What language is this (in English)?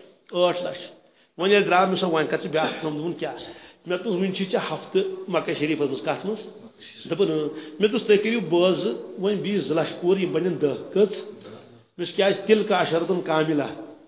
Kashmiri